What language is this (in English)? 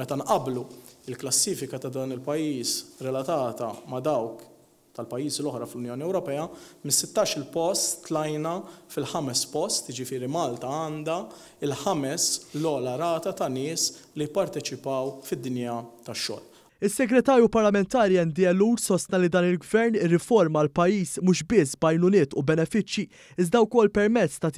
Maltese